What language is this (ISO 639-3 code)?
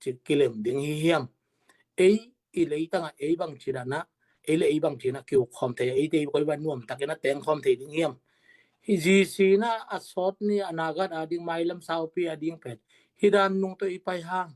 ctd